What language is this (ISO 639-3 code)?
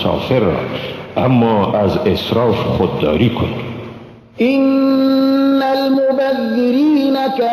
fas